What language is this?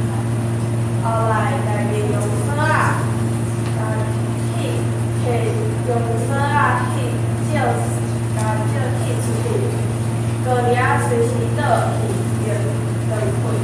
Min Nan Chinese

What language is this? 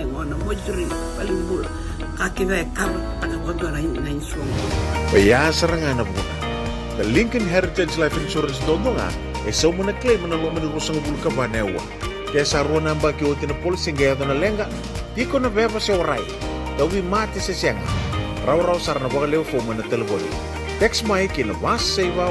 Fijian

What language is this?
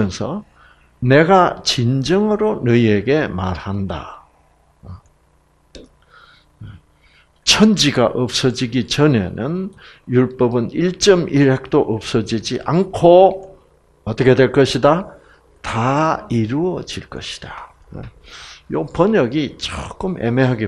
Korean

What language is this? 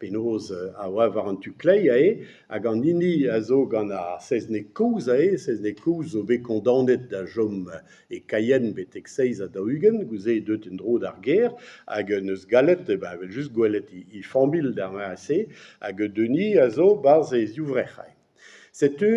Breton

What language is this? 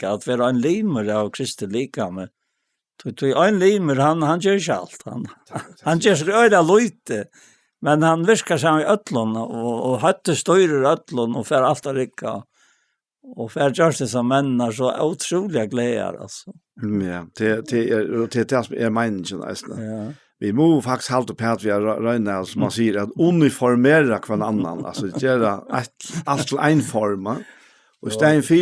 Faroese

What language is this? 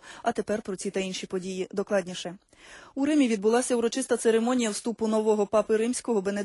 Ukrainian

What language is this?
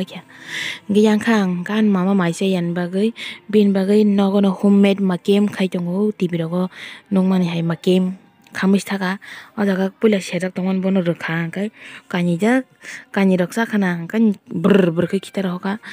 Kok Borok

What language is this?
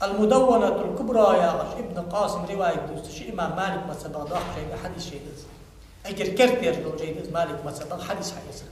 Ingush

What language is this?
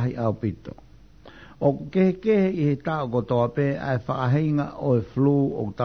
Tongan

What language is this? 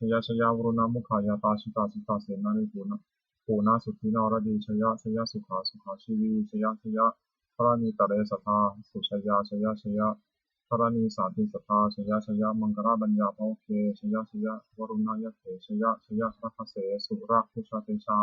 Pali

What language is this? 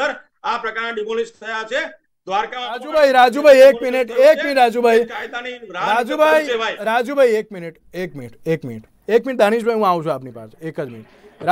Gujarati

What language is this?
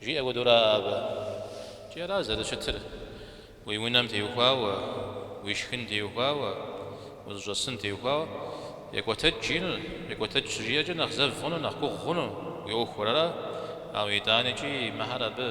Kabardian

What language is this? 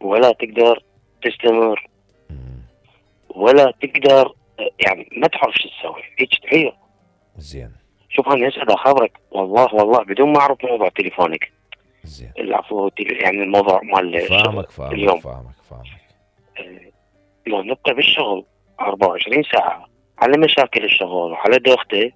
Mesopotamian Arabic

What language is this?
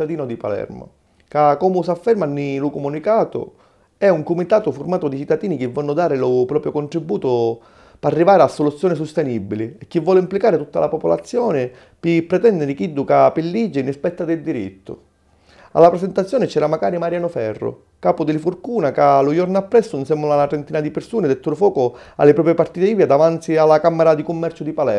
Sicilian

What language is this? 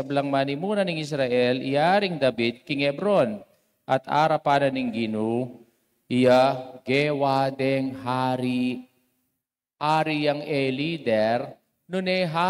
Pampanga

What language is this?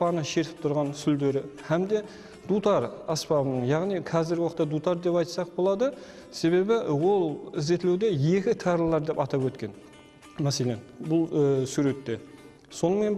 Kara-Kalpak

